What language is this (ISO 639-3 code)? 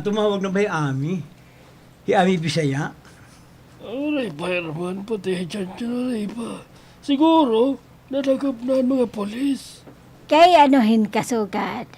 war